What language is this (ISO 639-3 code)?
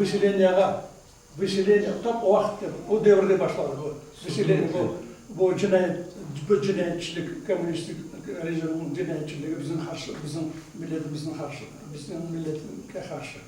crh